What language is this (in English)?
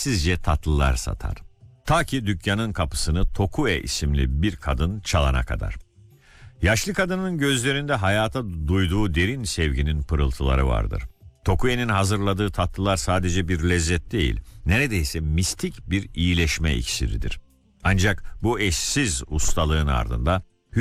Turkish